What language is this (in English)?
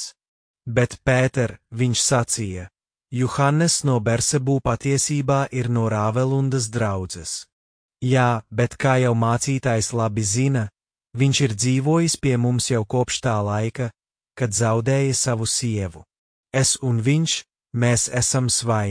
Latvian